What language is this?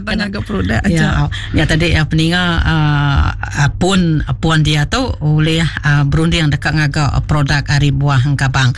Iban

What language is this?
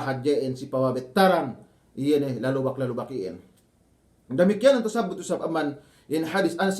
Yakan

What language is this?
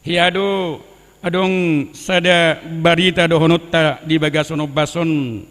Batak Toba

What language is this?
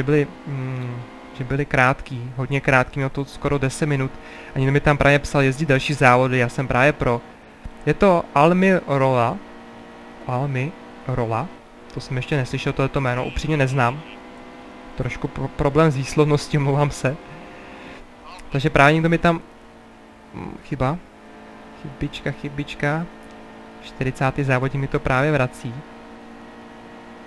Czech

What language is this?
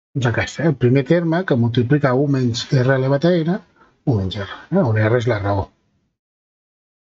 Catalan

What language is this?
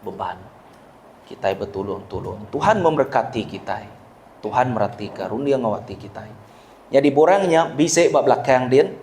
Iban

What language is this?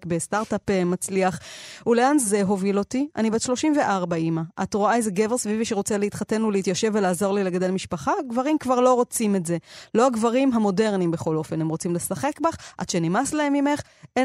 Hebrew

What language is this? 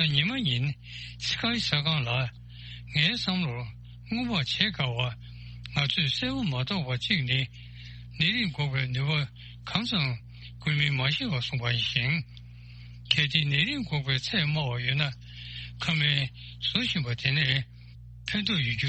Tibetan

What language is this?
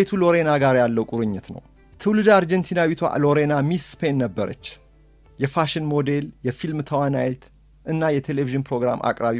Amharic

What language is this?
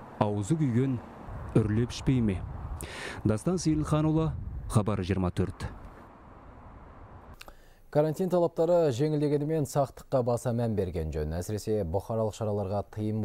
Kazakh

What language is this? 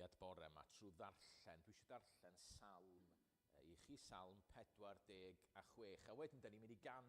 Welsh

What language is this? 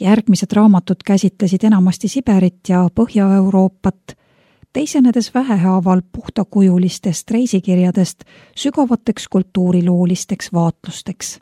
Estonian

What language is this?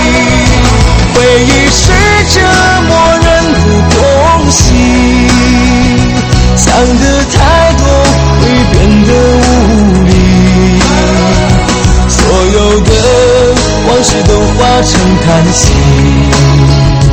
Chinese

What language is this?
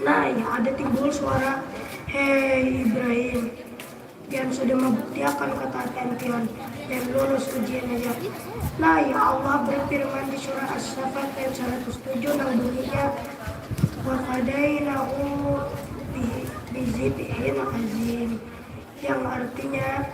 Banjar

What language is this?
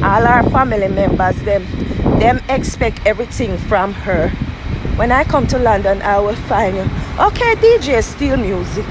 Jamaican Creole English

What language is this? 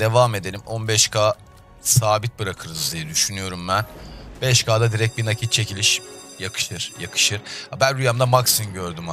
Turkish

